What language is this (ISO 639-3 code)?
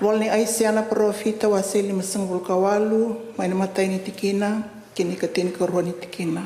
fij